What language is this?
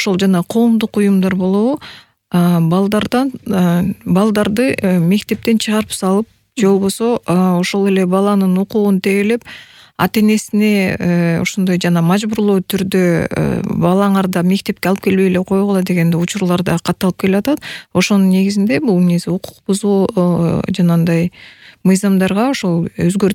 Kyrgyz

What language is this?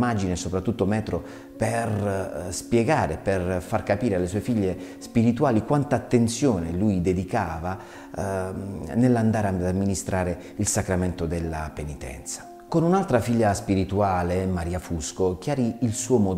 Italian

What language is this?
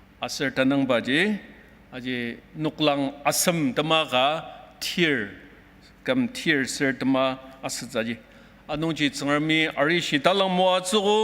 Ao Naga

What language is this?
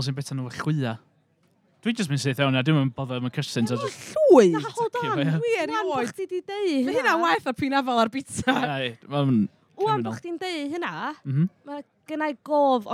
Welsh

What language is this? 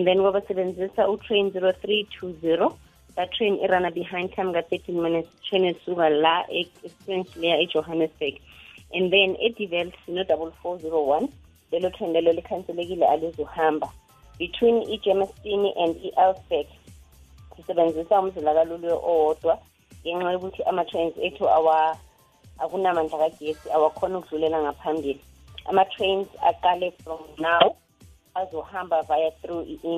South Ndebele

